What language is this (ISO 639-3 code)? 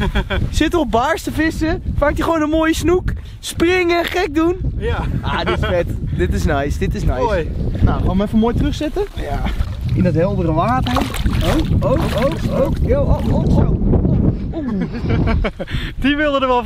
nld